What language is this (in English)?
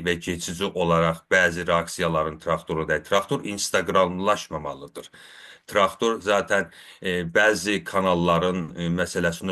South Azerbaijani